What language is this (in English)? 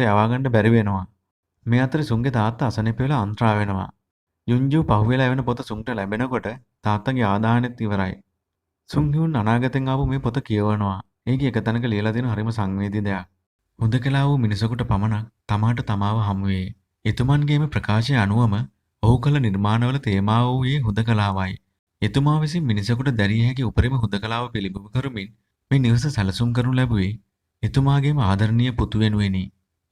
Sinhala